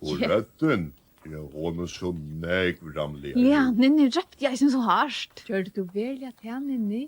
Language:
Faroese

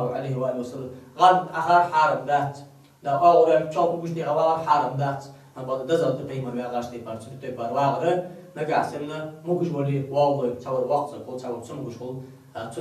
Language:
Ingush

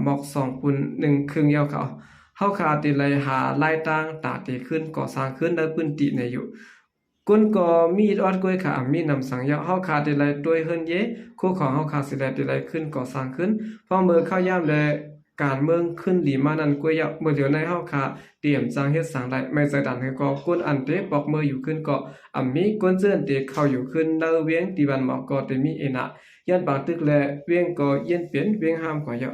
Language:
Shan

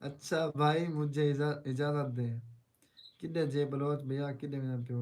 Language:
Saraiki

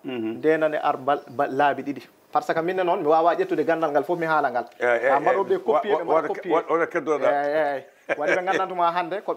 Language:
Fula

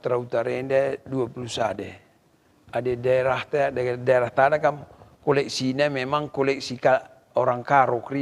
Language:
Batak Karo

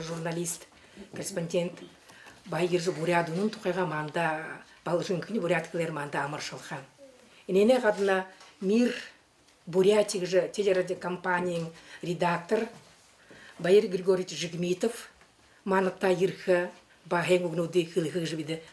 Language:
Buriat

